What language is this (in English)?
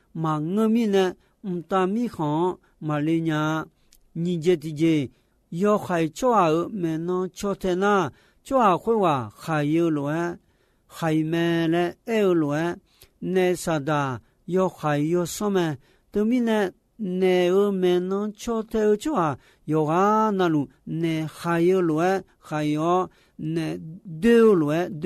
Akha